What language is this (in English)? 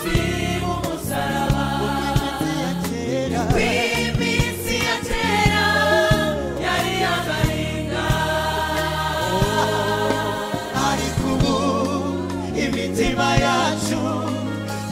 Kinyarwanda